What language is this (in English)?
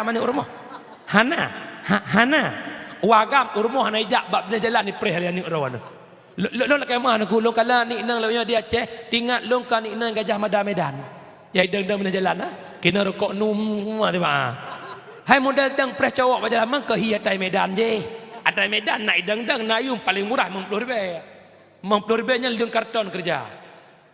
Achinese